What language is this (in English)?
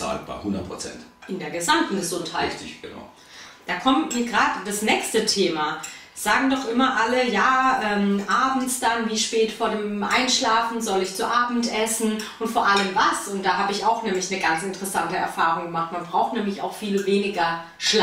German